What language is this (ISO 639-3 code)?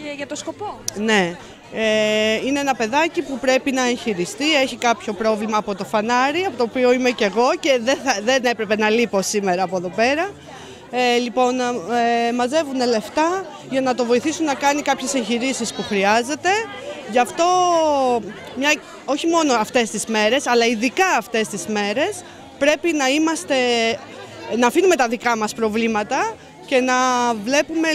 ell